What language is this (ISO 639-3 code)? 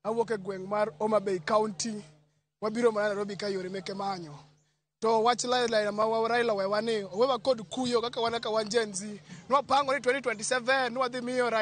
luo